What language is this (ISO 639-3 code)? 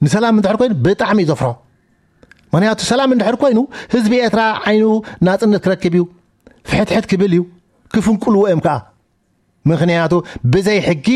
tir